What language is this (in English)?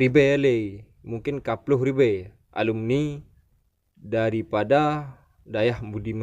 Achinese